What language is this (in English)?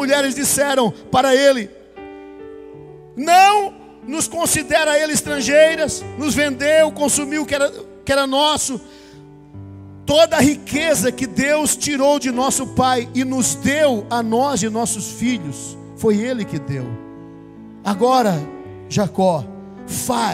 Portuguese